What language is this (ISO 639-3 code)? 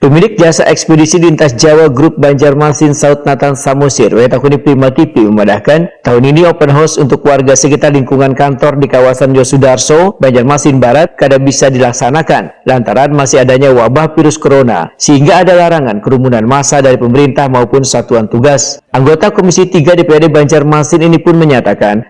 bjn